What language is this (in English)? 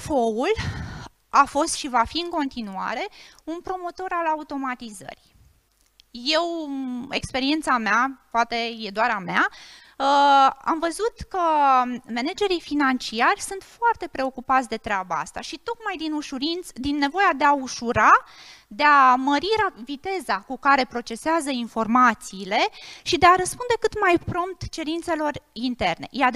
Romanian